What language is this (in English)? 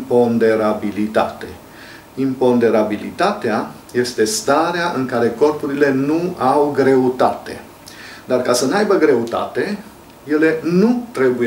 Romanian